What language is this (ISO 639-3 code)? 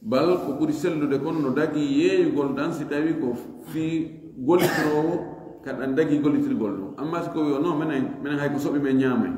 ful